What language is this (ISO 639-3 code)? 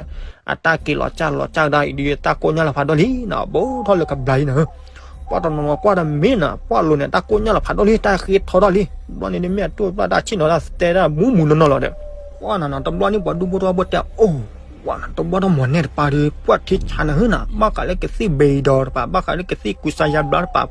ksw